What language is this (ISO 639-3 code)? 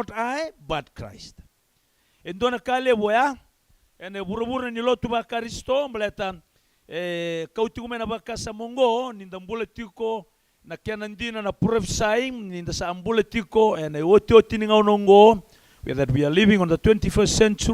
fij